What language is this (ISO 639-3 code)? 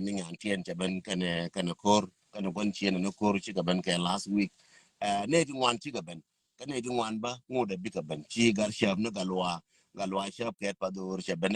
nus